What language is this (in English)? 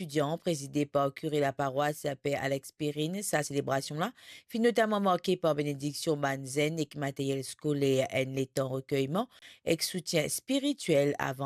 Morisyen